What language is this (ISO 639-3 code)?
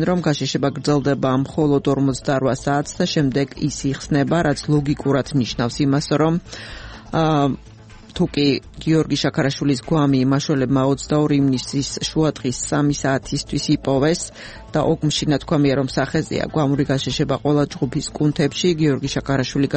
kat